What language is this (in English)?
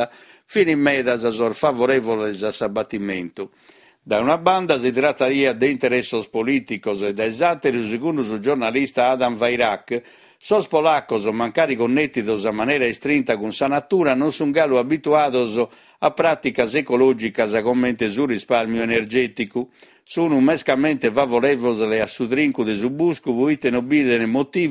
Sardinian